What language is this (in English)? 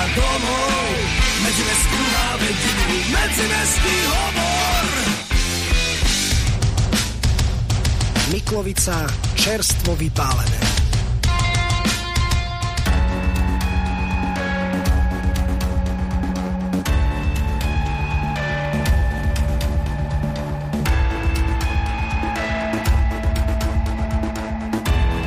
Slovak